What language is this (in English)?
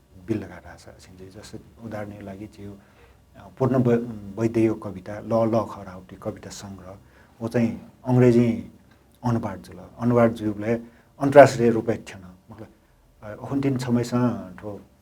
Newari